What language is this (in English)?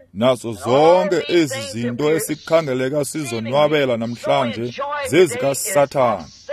Xhosa